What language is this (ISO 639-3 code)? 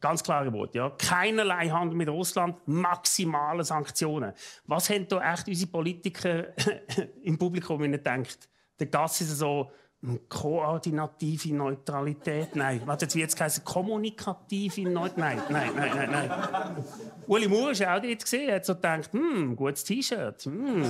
gsw